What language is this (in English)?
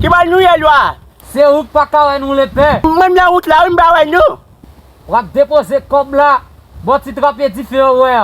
Haitian Creole